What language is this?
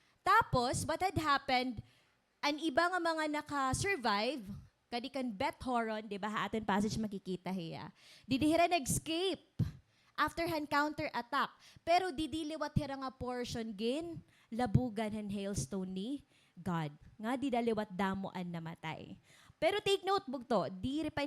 Waray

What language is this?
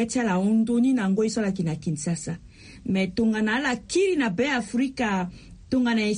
Sango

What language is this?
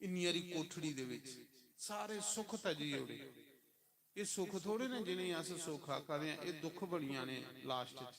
Dogri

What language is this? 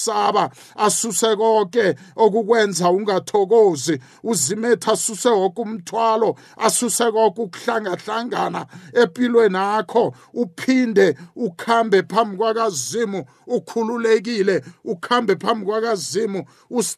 South Ndebele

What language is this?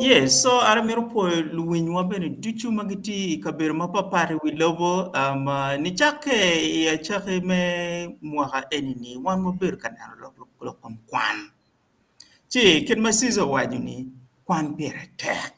Acoli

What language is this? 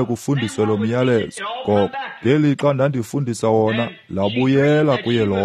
Xhosa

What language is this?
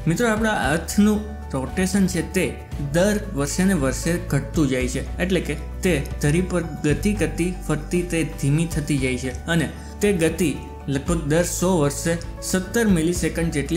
Gujarati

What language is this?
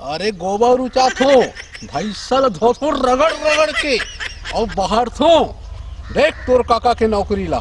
Chhattisgarhi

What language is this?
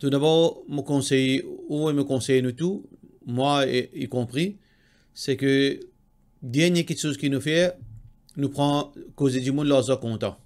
Morisyen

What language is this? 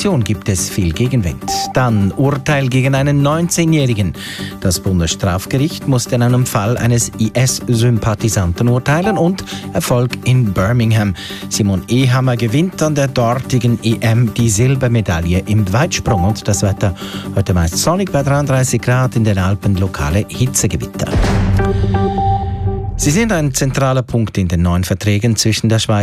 German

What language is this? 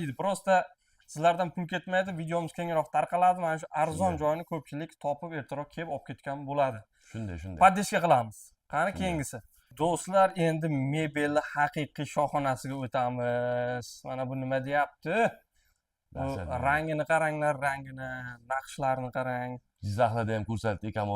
Uzbek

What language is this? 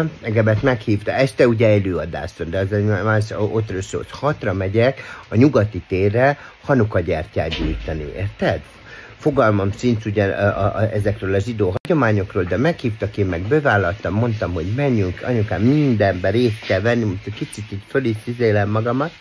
Hungarian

